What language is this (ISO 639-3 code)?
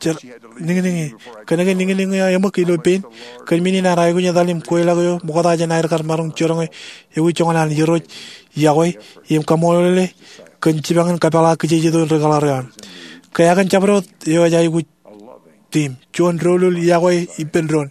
mah